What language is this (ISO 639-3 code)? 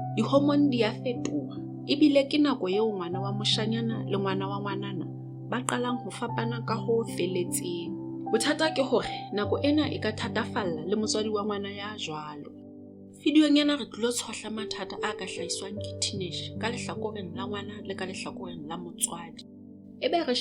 sot